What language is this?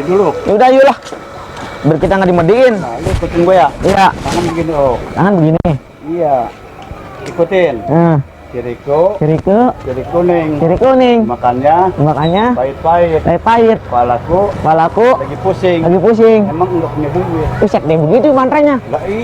Betawi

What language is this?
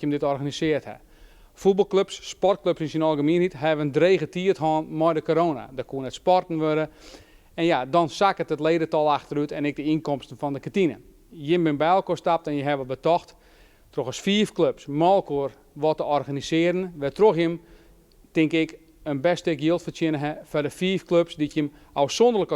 Western Frisian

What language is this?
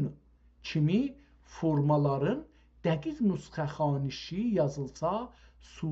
South Azerbaijani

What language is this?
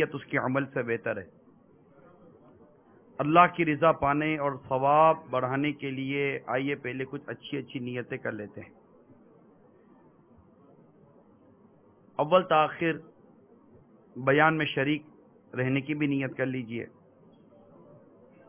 Urdu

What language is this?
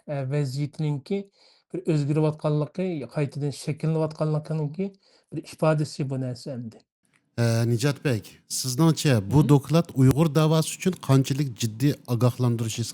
Uyghur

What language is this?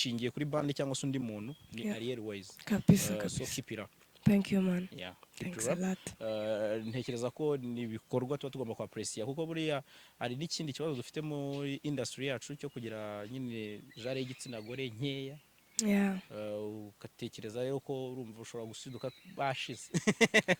Kinyarwanda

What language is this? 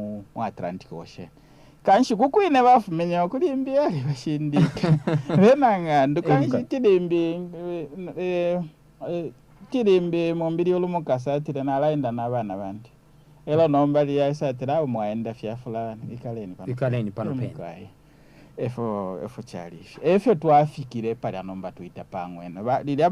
Bemba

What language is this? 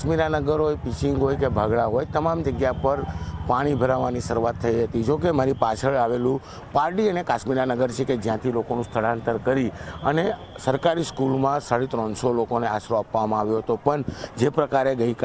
Gujarati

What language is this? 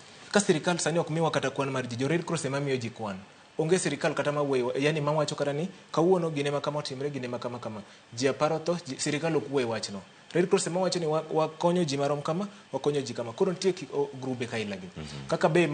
Luo (Kenya and Tanzania)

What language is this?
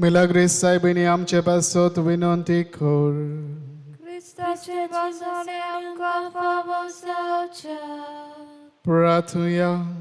Konkani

